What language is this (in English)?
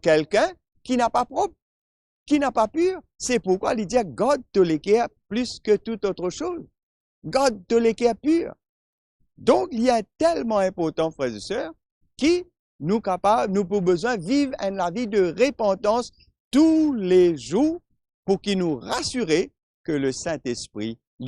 Morisyen